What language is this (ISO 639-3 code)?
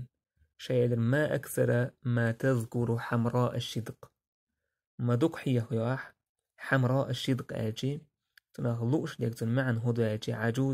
che